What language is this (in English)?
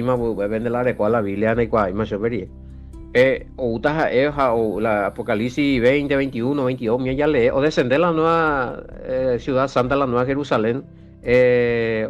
Guarani